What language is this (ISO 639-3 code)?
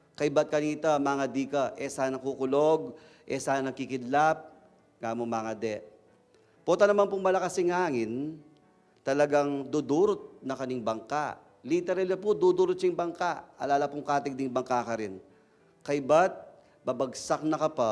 pam